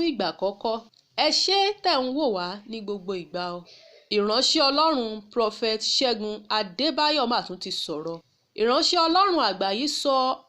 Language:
Yoruba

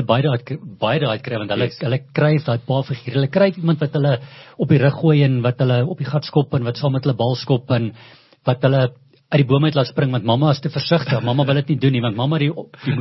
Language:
Afrikaans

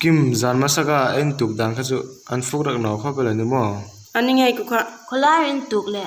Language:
Hmar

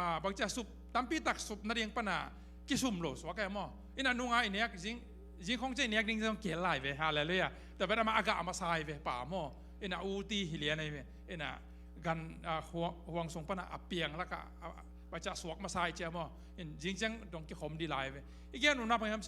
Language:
Tedim Chin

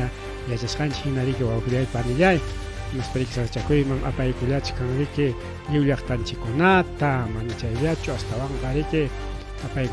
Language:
Ayacucho Quechua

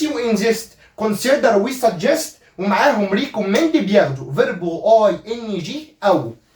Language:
Egyptian Arabic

